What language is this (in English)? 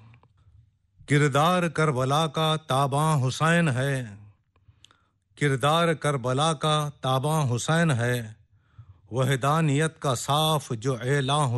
Urdu